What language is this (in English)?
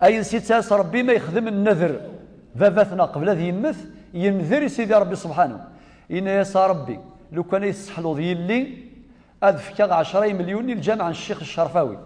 Kabyle